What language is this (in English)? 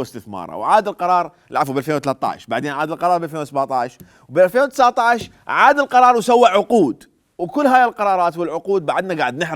Mesopotamian Arabic